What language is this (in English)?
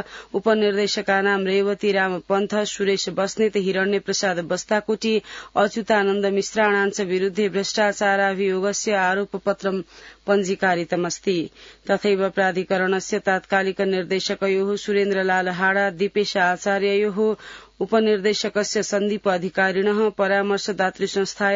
Sanskrit